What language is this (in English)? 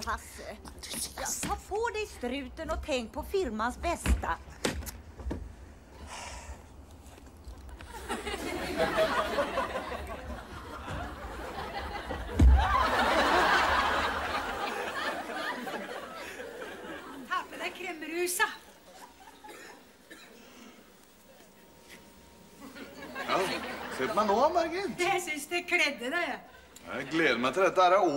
Norwegian